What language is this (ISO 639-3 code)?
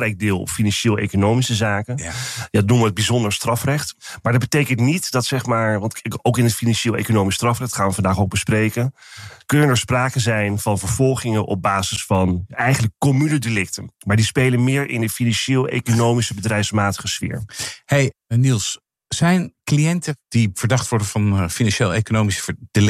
nld